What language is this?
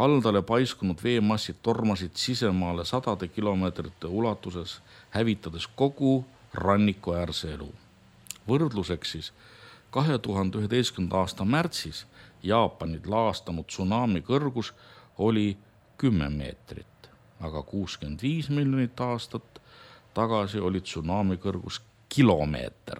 Estonian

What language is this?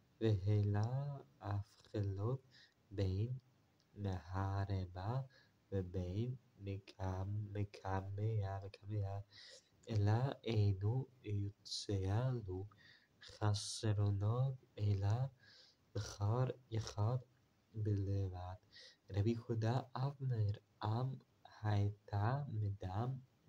Hebrew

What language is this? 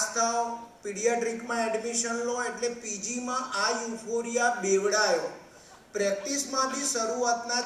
Gujarati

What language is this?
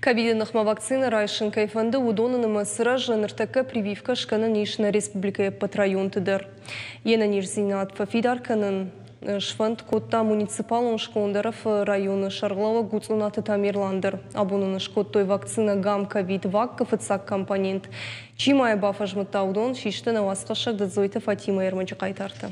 Ossetic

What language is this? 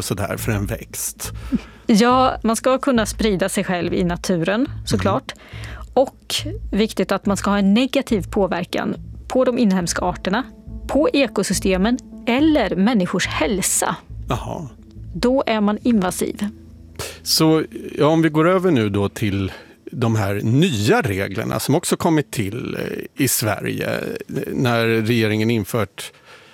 Swedish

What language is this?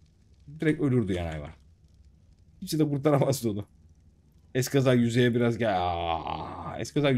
Turkish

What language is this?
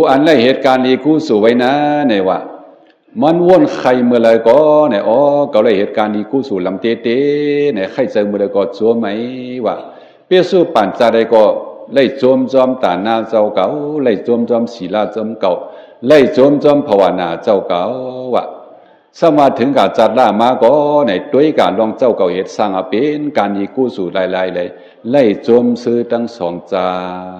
Shan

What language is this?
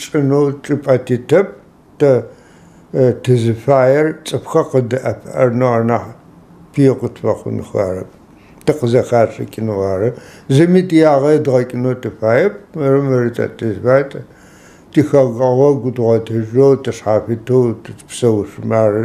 Adyghe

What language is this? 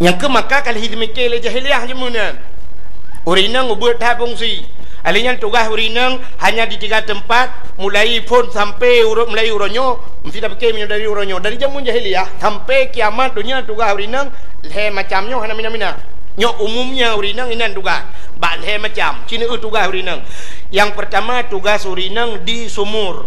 Achinese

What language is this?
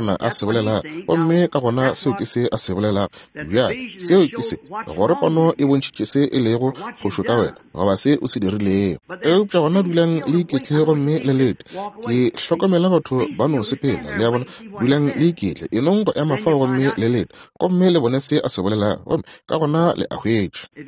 Northern Sotho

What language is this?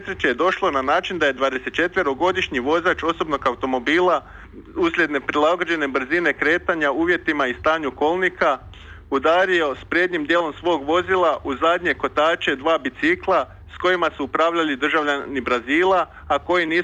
Croatian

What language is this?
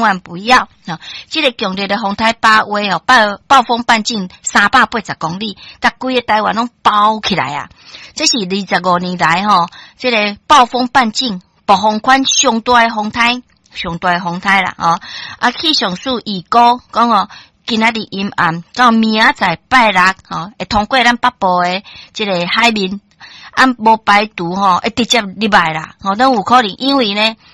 Min Nan Chinese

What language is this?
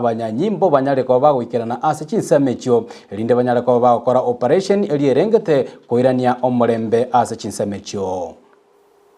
Gusii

